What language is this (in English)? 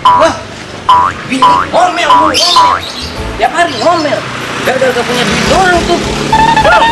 Betawi